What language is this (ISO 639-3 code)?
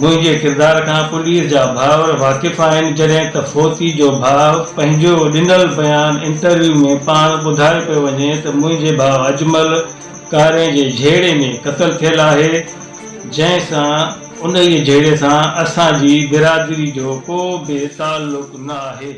snd